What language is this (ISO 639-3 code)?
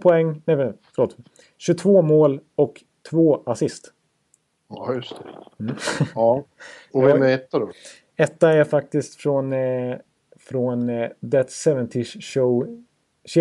swe